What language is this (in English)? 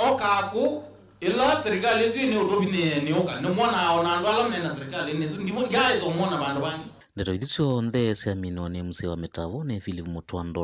Kamba